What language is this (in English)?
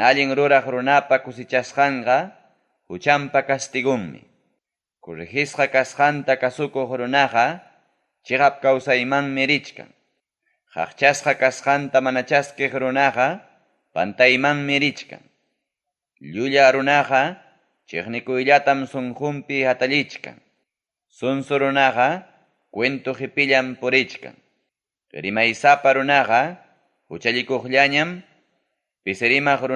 Ayacucho Quechua